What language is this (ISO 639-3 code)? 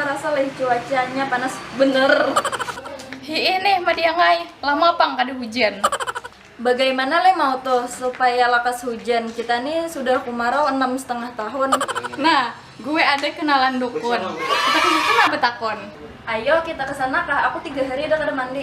bjn